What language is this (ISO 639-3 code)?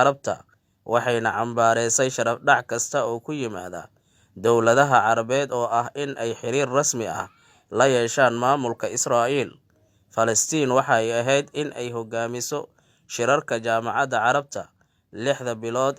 som